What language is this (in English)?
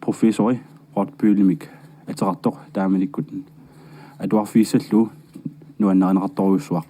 Kalaallisut